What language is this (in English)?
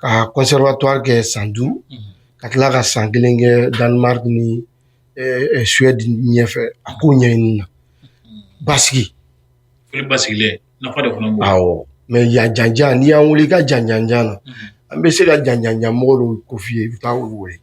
Bambara